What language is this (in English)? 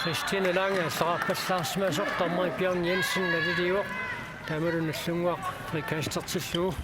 Kalaallisut